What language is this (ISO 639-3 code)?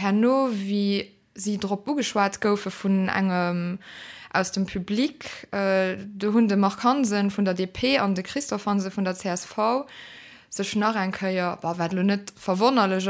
ltz